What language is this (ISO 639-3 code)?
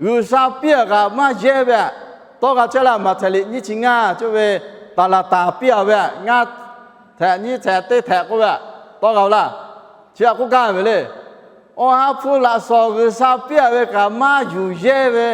lhu